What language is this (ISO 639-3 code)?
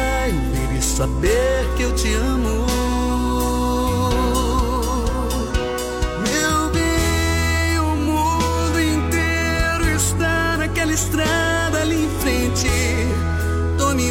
por